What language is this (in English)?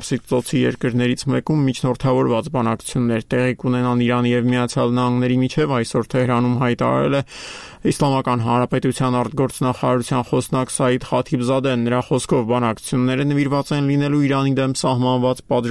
Armenian